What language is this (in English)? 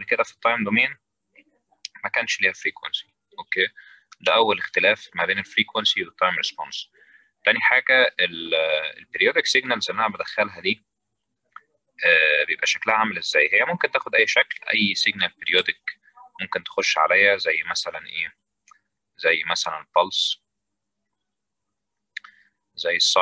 Egyptian Arabic